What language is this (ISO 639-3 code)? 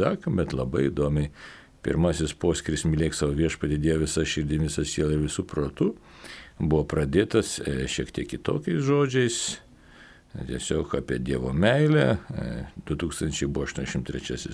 lit